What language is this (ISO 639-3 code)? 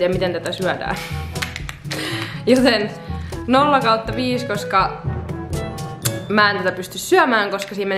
fin